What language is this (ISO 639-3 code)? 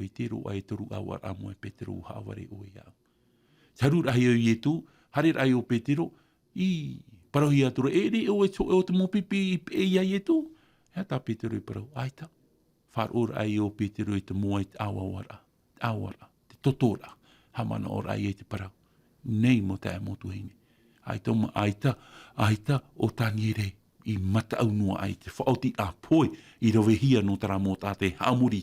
tah